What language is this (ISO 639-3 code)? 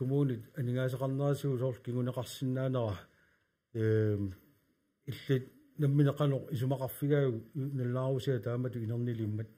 kal